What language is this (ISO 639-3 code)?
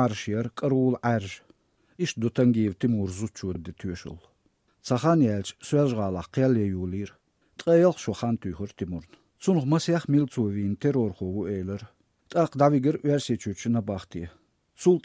che